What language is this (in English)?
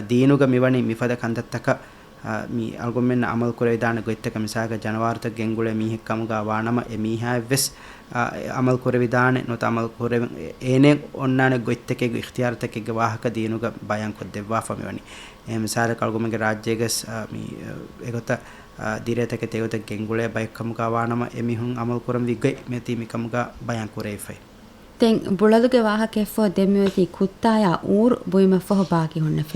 Divehi